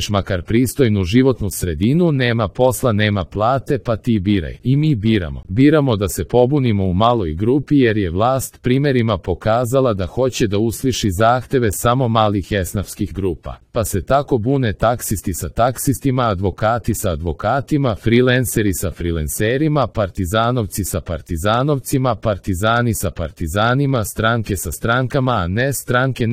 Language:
Serbian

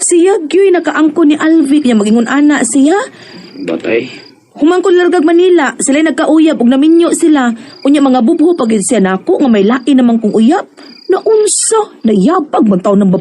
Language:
Cebuano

